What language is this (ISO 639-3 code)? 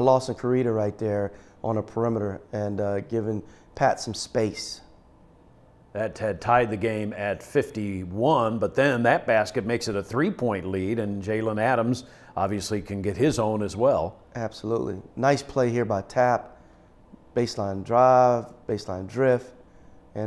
eng